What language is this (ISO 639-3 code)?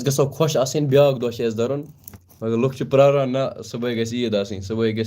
kas